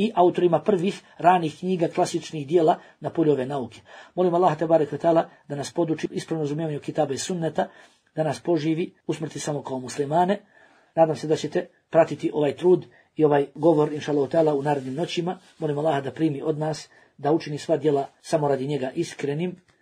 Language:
Bosnian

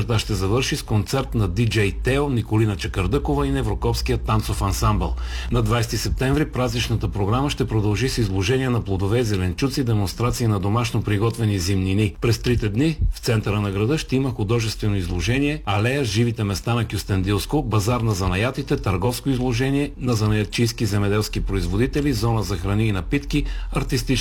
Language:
Bulgarian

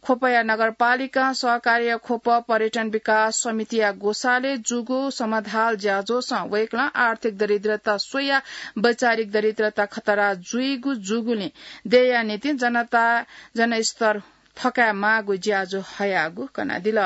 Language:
Newari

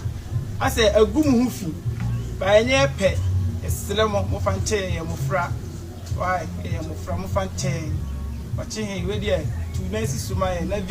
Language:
Akan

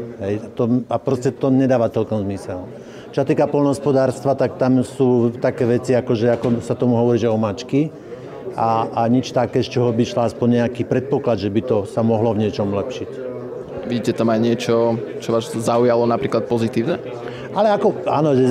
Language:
Slovak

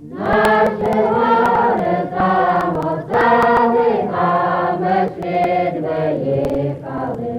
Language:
Rusyn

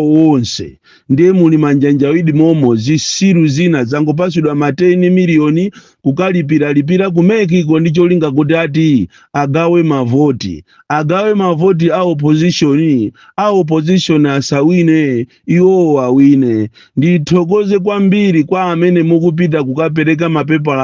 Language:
Nyanja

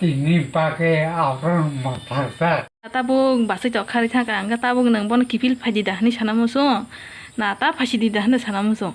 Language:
Kok Borok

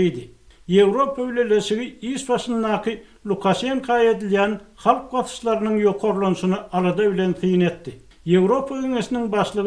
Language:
Turkmen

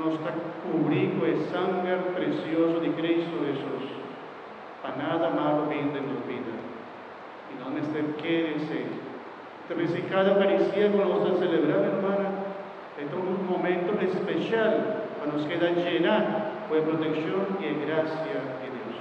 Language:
Papiamento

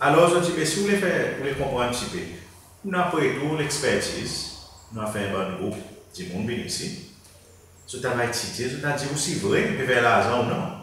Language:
Seselwa Creole French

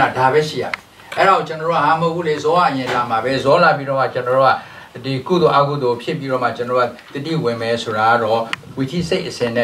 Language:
Burmese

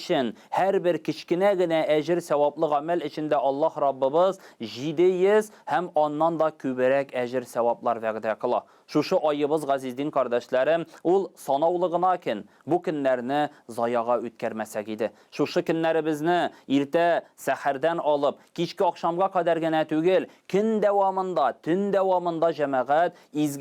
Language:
Tatar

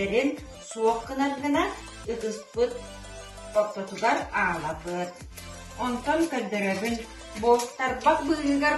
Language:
Yakut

